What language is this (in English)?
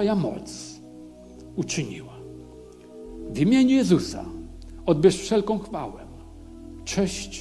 Polish